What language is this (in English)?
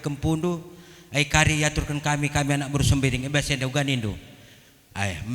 Batak Karo